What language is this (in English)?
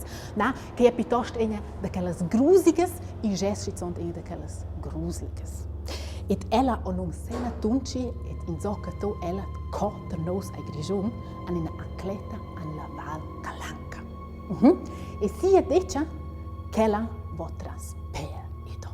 Romansh